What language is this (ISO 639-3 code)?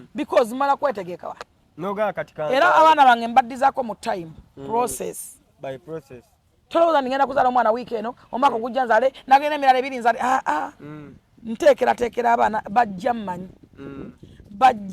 lug